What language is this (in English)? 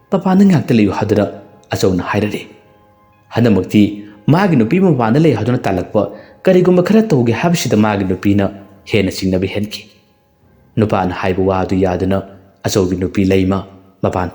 Manipuri